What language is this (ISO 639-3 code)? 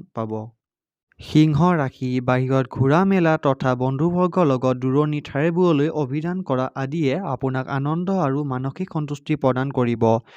asm